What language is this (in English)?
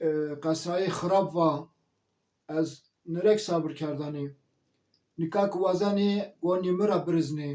Zaza